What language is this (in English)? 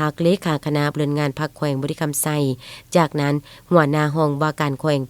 Lao